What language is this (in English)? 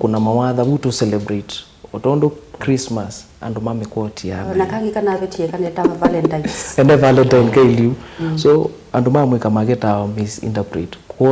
Kamba